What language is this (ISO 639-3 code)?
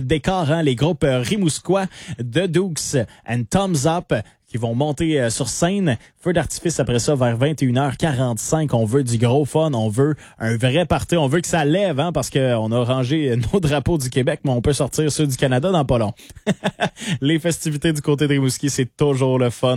fra